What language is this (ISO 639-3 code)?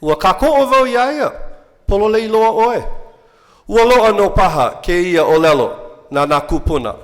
haw